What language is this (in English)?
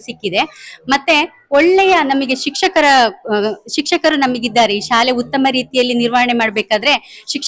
Kannada